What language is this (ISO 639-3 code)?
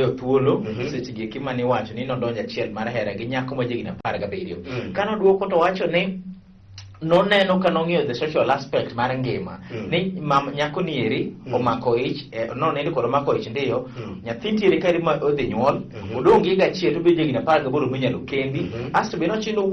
luo